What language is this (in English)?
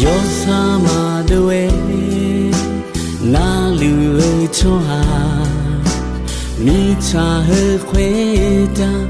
Akha